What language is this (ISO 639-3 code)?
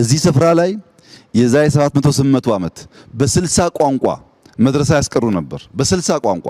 amh